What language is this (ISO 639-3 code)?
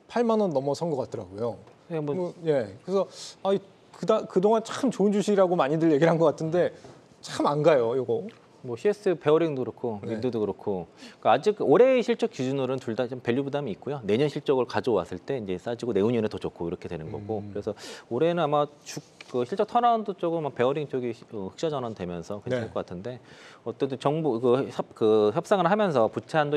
kor